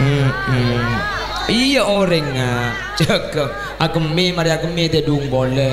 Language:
Madurese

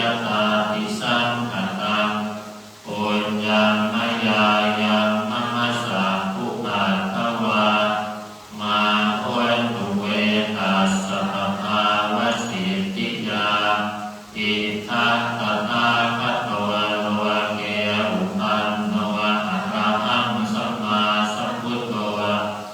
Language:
Pali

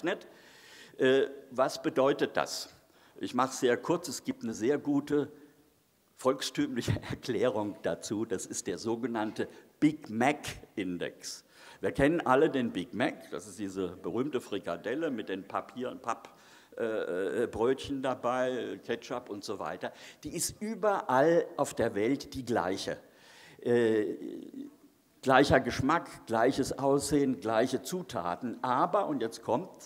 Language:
German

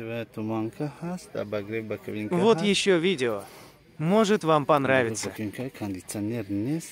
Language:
Tajik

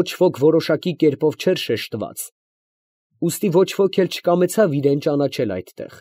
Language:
Armenian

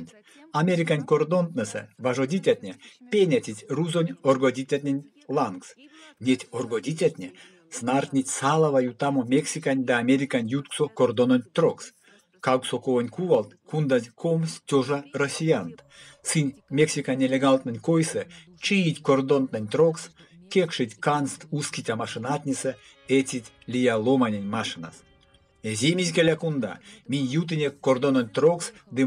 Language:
Erzya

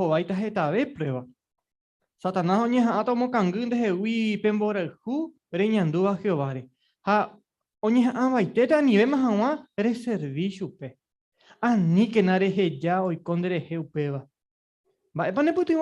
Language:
Guarani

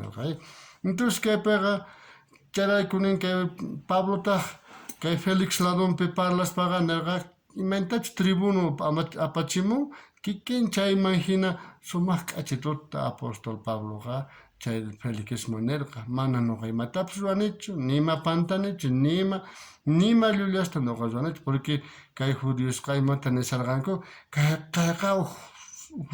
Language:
South Bolivian Quechua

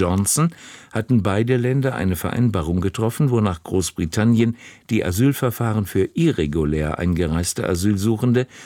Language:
German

